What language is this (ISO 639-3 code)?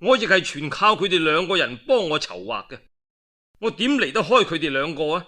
yue